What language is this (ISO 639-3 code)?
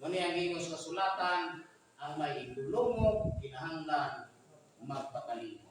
ceb